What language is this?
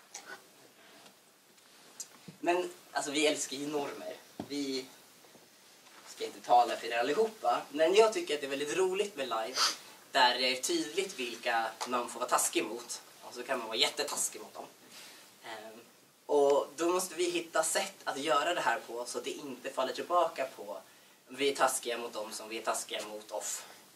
Swedish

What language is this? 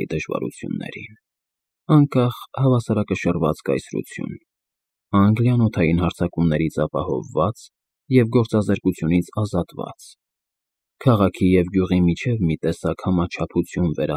Armenian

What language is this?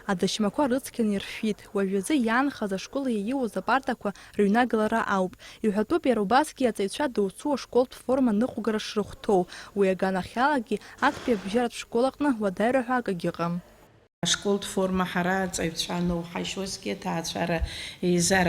Abkhazian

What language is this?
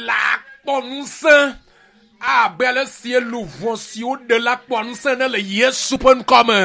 Ewe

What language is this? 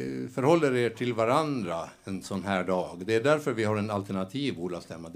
Swedish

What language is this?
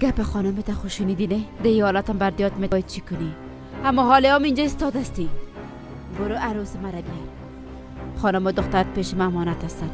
Persian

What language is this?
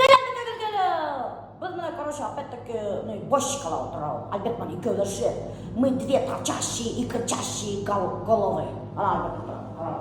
Bashkir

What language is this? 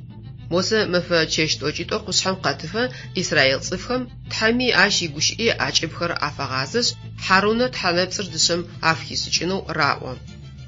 Adyghe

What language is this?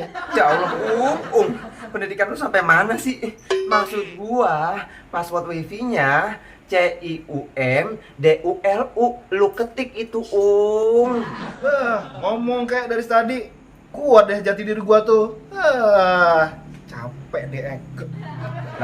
Betawi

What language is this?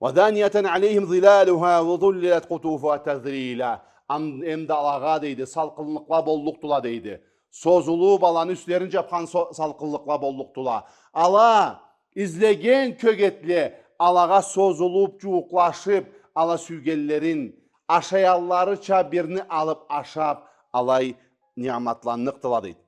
Karachay-Balkar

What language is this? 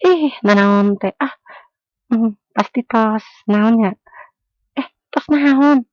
Sundanese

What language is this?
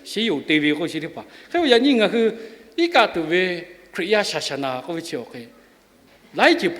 Lahu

